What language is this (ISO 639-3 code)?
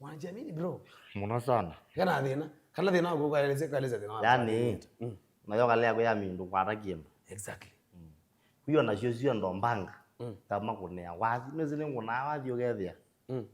kam